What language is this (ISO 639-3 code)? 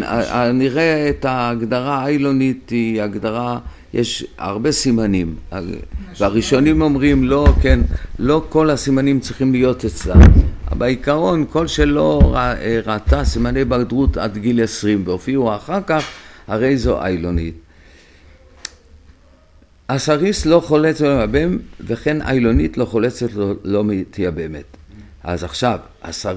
heb